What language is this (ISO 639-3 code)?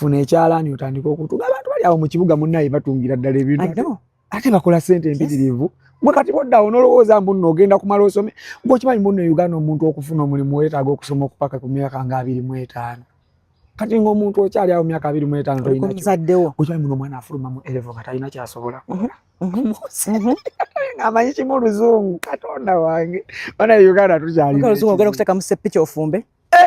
lug